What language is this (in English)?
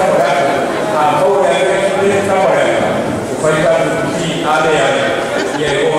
Samoan